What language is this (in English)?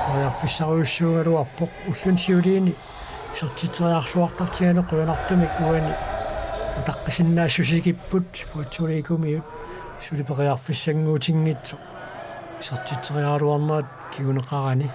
Kalaallisut